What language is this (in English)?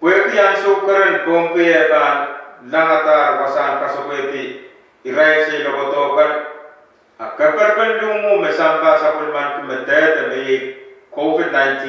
Pohnpeian